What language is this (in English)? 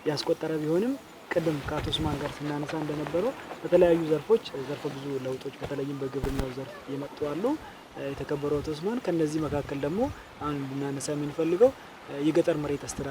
Amharic